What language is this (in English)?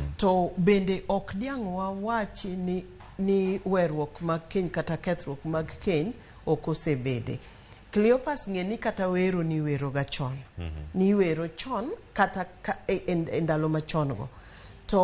Luo (Kenya and Tanzania)